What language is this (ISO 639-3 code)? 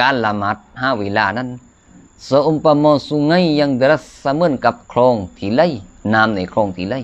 lao